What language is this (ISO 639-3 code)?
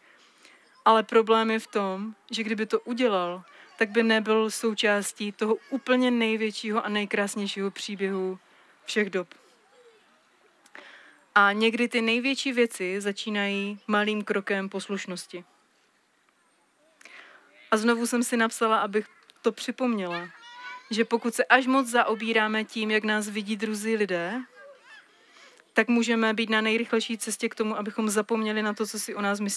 ces